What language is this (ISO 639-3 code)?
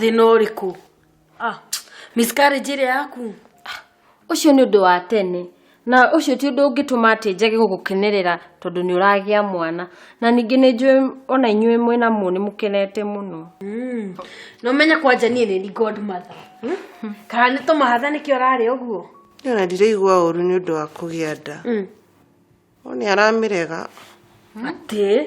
kik